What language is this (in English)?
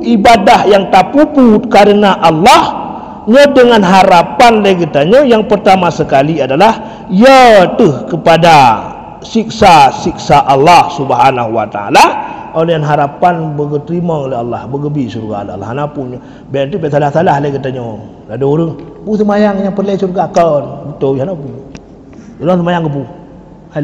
Achinese